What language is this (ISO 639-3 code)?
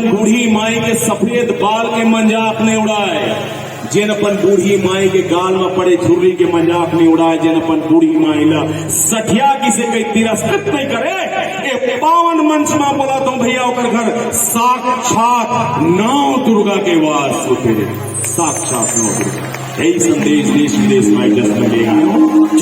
hne